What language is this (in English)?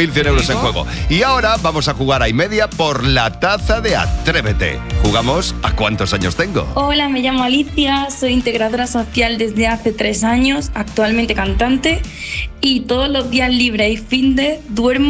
Spanish